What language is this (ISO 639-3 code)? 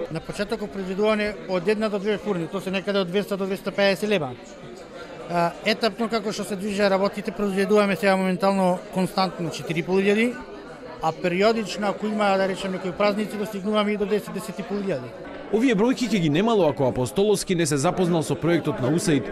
mkd